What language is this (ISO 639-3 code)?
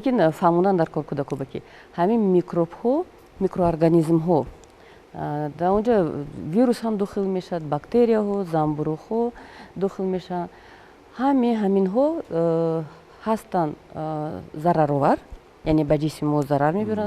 tgk